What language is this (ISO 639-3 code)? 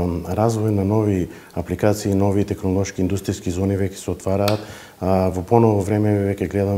mkd